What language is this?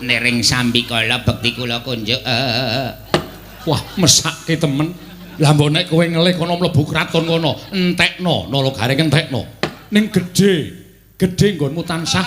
Javanese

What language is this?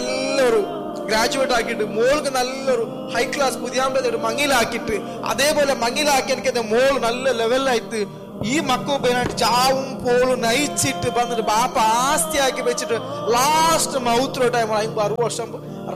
Malayalam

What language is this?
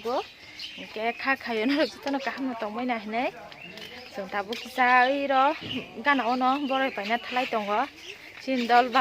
Kok Borok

